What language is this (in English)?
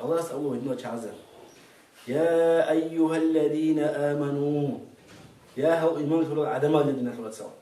Avaric